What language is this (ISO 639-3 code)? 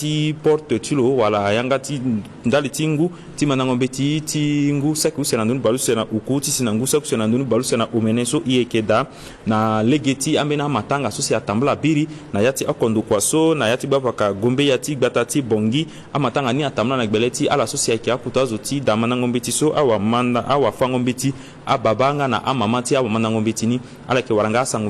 sag